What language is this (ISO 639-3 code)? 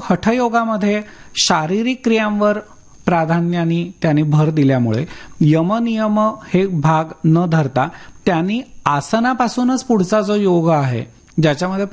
mar